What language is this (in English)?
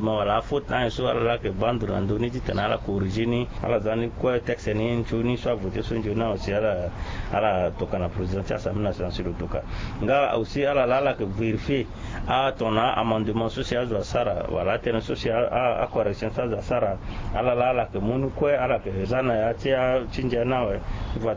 Sango